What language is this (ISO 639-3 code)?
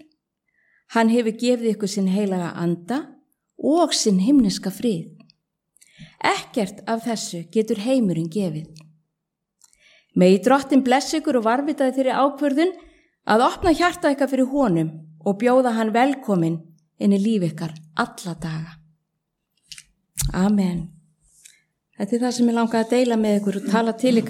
isl